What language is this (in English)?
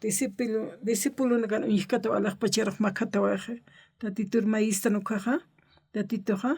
Aymara